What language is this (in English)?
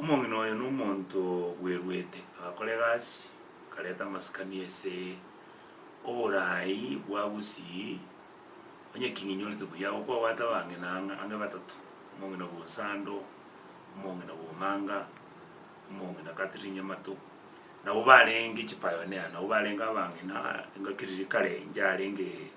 Gusii